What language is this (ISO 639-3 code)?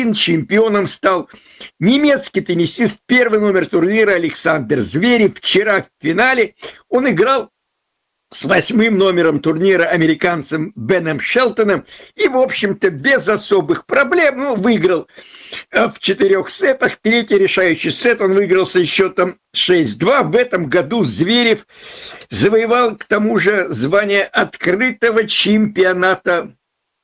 rus